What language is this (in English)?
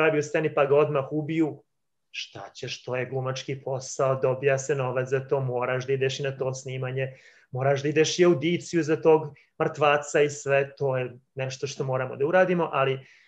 Serbian